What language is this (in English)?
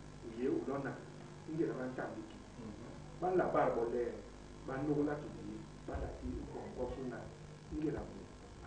Basaa